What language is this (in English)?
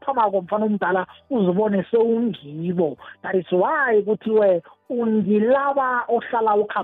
South Ndebele